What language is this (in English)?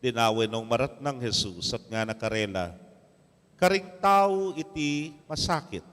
Pampanga